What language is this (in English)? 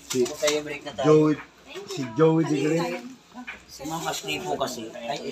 Filipino